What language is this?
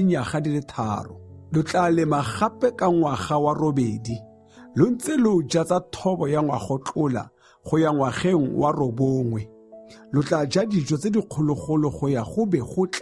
Tswana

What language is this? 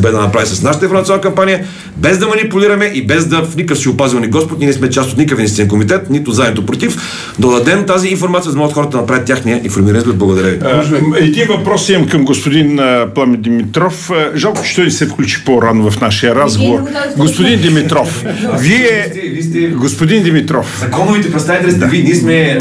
Bulgarian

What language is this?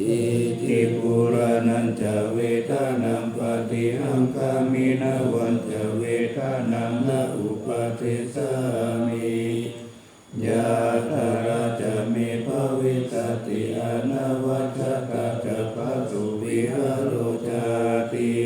Pali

